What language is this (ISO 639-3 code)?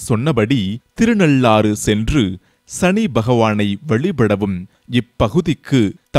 tam